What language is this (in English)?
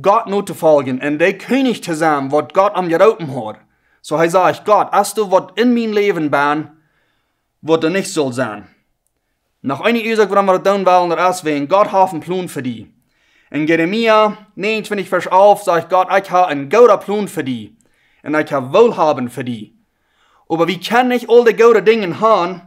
Plautdietsch